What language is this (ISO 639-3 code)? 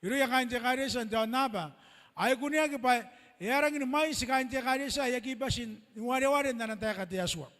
gil